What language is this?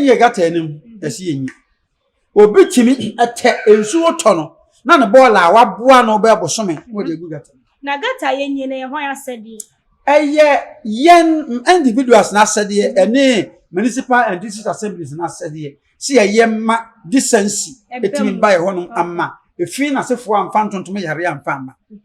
Akan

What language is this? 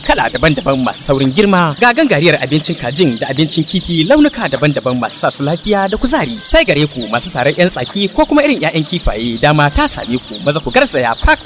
Hausa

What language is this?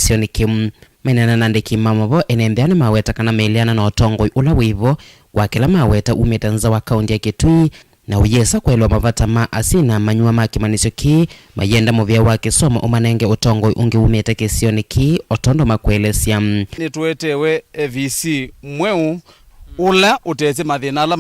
Kamba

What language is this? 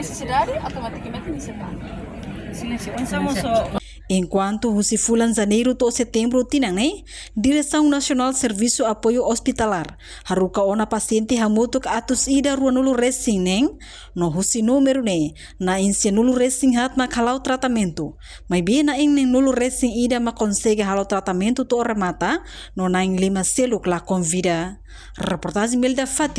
Tetum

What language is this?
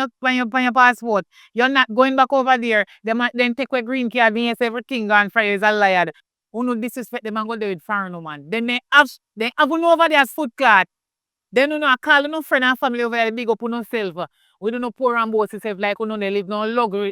Jamaican Creole English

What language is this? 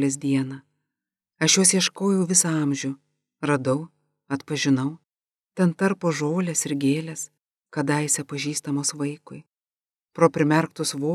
Lithuanian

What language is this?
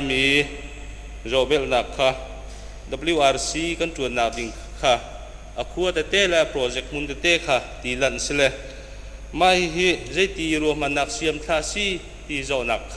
Hakha Chin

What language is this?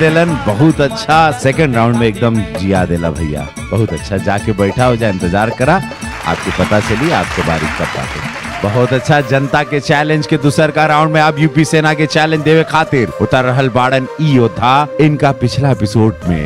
Bhojpuri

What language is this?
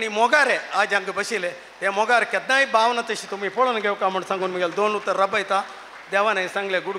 Konkani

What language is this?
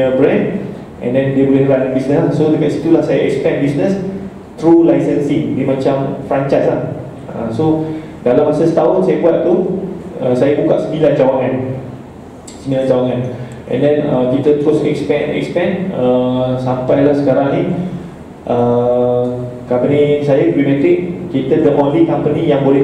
Malay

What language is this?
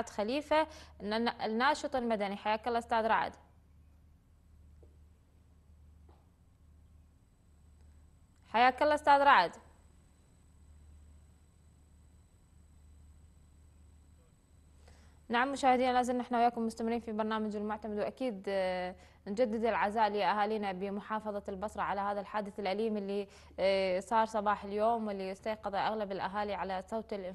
Mesopotamian Arabic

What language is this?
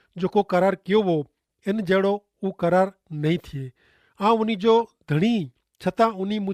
Kachhi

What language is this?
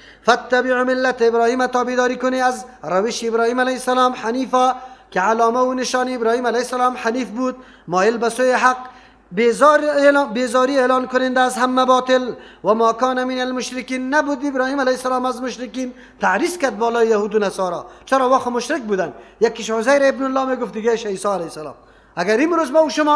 Persian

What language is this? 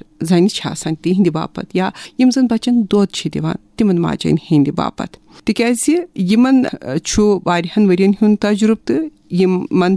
Kashmiri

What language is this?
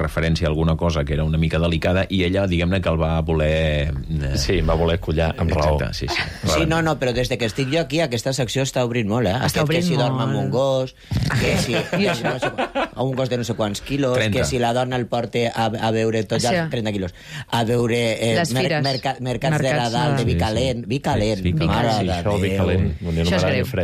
Catalan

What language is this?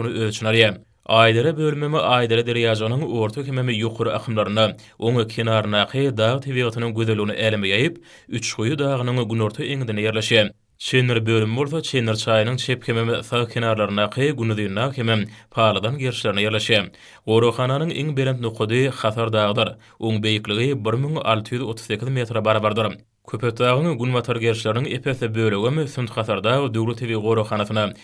Turkmen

